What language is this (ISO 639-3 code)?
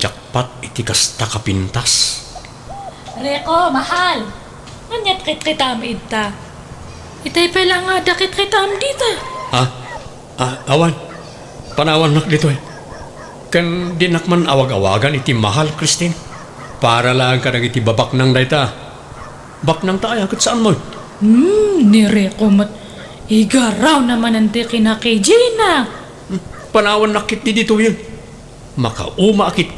ilo